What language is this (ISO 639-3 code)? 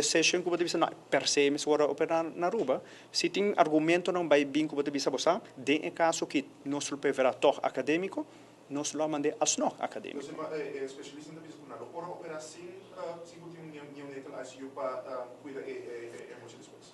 pap